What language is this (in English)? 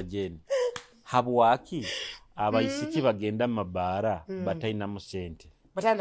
Nyoro